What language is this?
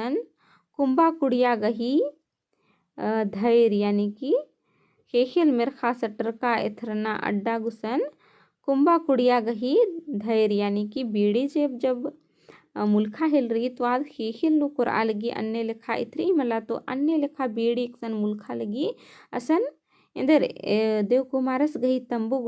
Kurukh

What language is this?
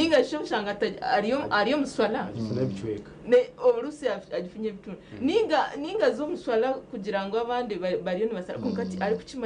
Nyankole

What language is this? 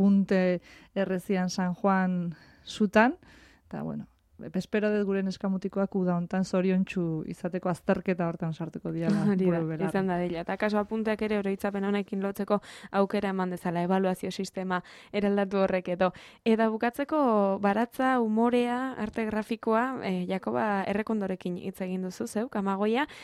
Basque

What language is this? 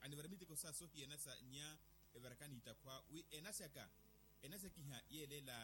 Makhuwa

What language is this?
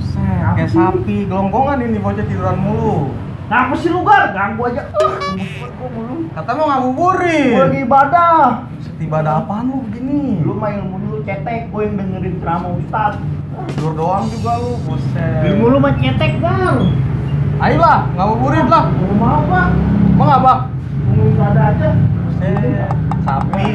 Betawi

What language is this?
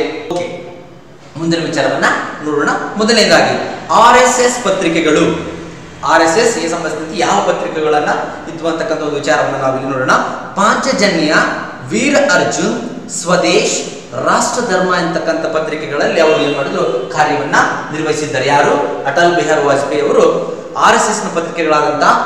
Kannada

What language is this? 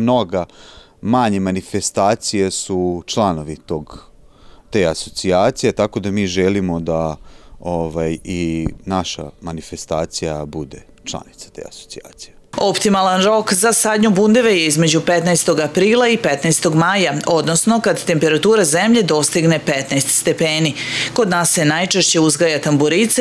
Serbian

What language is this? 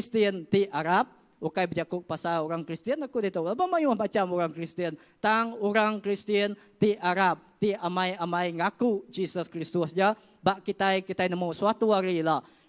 Iban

